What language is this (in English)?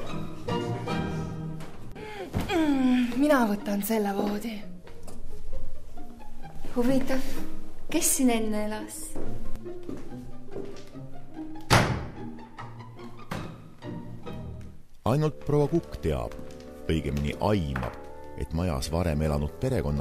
Estonian